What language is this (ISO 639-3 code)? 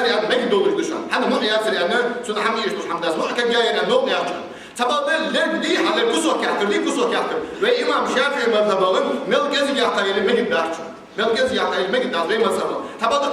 inh